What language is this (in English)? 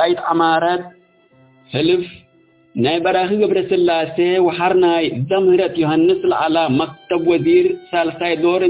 Tigre